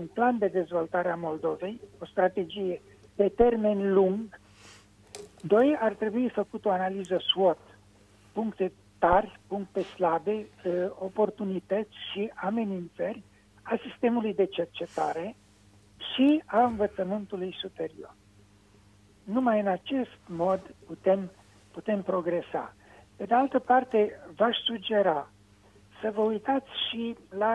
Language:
Romanian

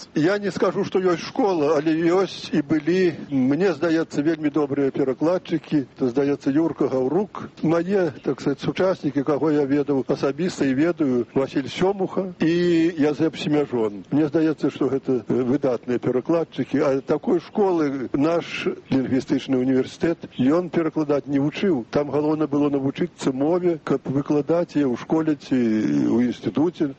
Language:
Belarusian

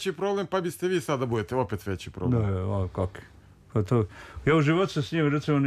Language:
Serbian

